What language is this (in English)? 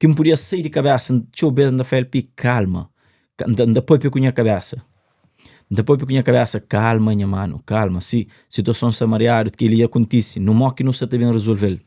Kabuverdianu